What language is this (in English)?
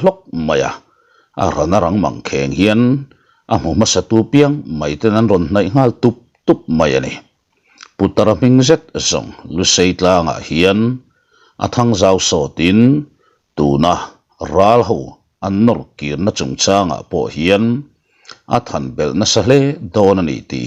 Mizo